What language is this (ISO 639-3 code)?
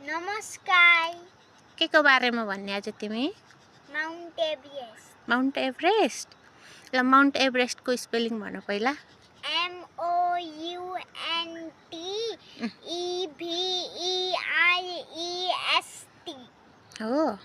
nep